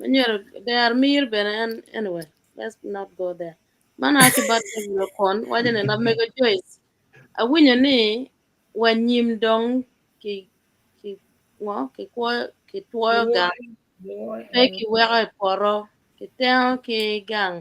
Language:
Acoli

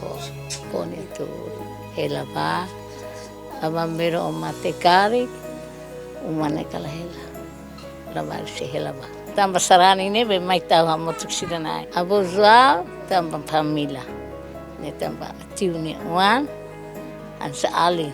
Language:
Tetum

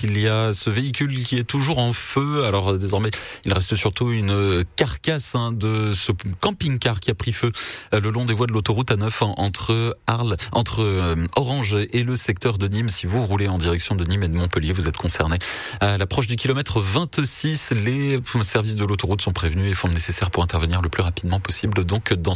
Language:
French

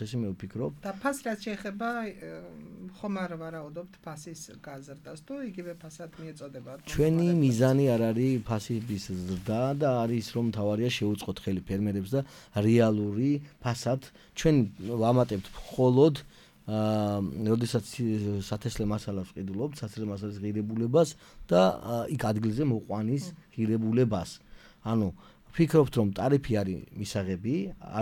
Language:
Georgian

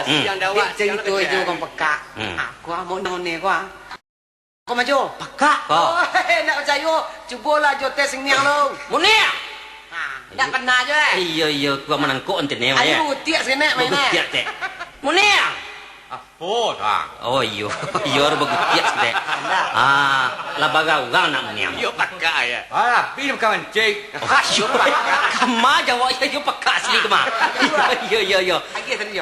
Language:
Minangkabau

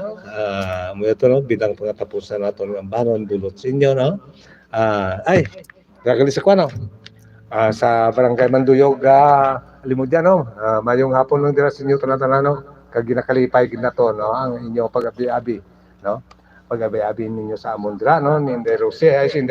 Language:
Hiligaynon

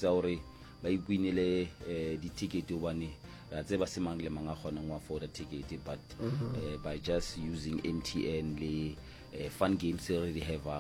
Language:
Northern Sotho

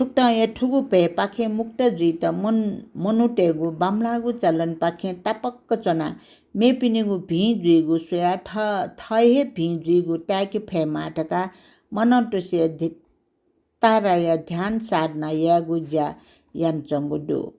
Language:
Newari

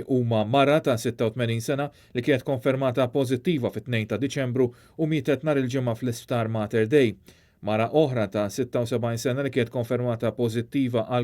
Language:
Maltese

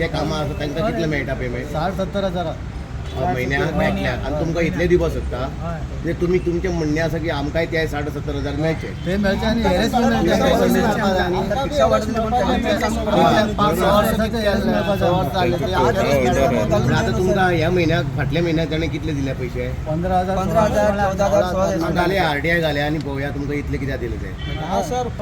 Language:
Konkani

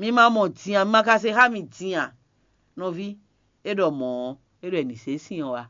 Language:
Fon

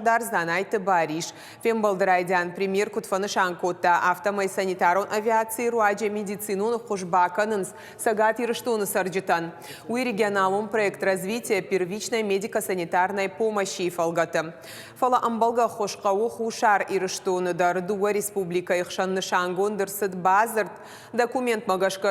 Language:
Ossetic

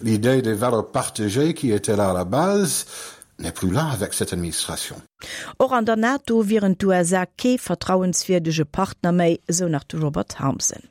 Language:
Luxembourgish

